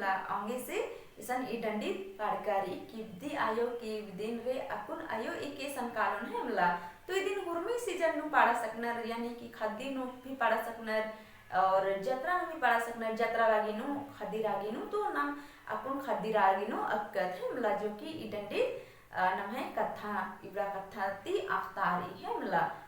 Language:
Kurukh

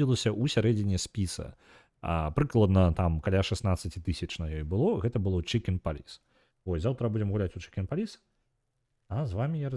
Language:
Belarusian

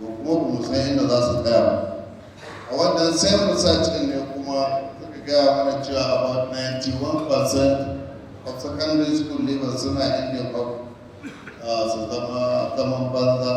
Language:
Hausa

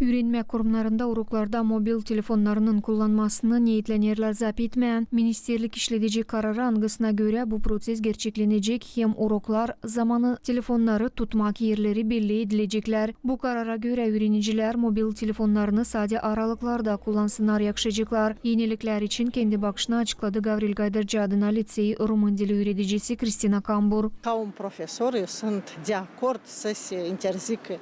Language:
Gagauz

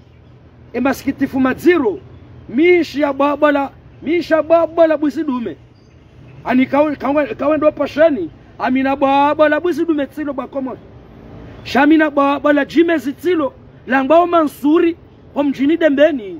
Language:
Ngazidja Comorian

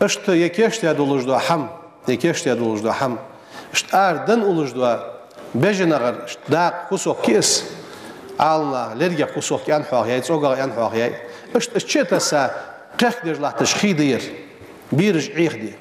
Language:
Ingush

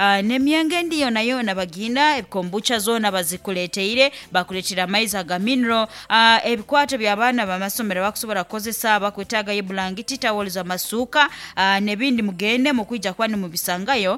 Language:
Nyankole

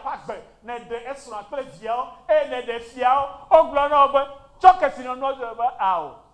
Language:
Ewe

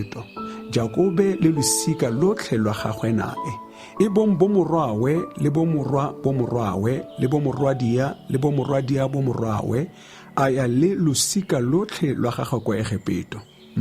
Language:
Tswana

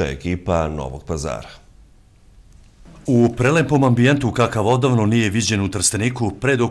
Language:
Serbian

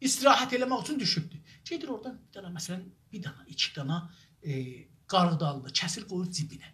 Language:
South Azerbaijani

